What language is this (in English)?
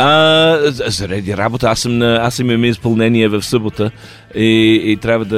Bulgarian